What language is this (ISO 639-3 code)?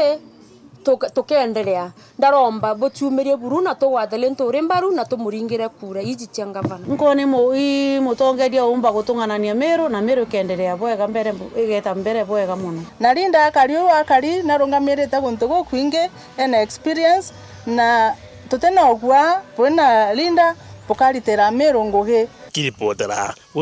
mer